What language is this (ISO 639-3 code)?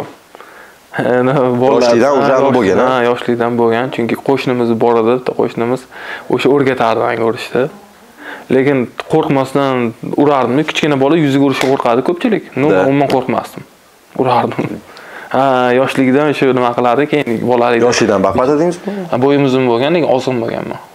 uzb